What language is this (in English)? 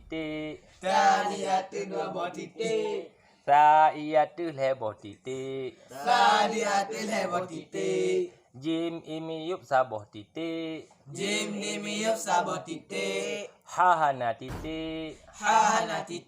Achinese